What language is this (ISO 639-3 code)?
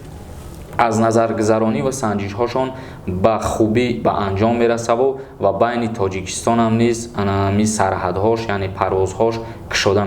tgk